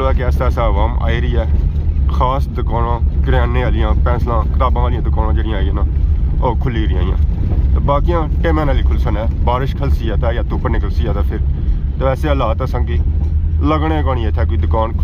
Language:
Pahari-Potwari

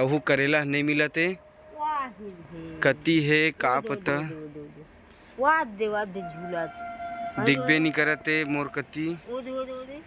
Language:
Chhattisgarhi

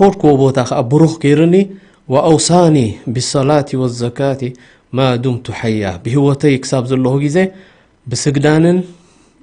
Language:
Tigrinya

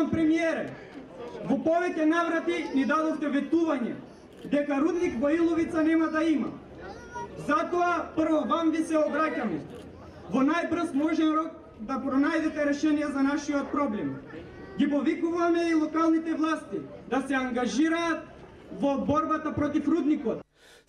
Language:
Macedonian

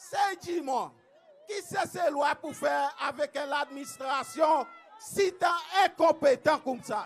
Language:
Seselwa Creole French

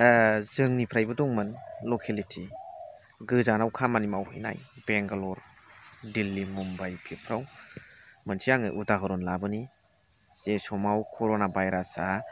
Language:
Bodo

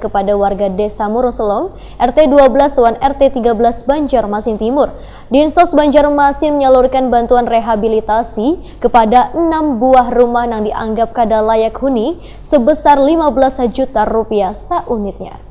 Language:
Banjar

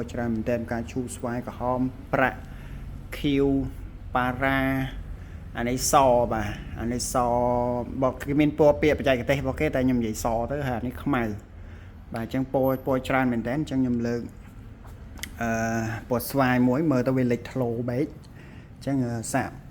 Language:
Khmer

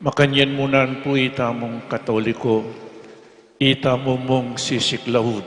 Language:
Pampanga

